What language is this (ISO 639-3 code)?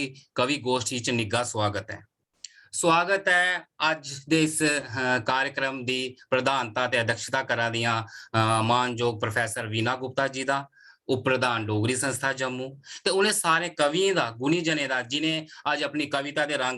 doi